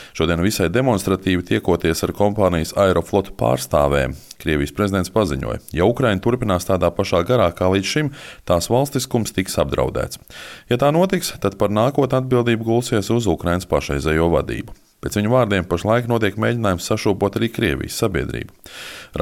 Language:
Latvian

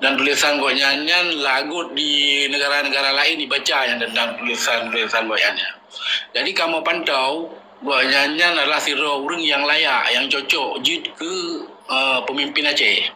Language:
Achinese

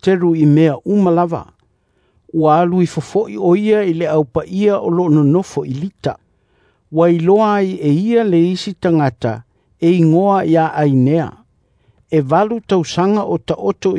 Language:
Samoan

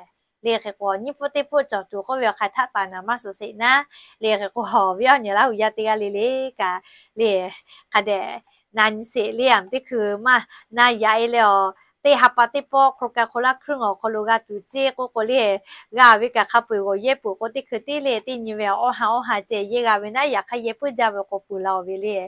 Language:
Lahu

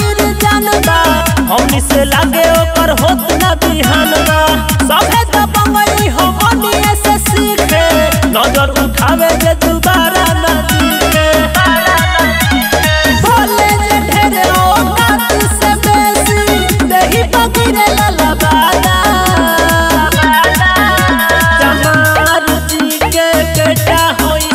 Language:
Bhojpuri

